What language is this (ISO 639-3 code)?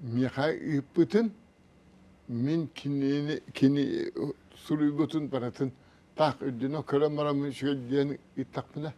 sah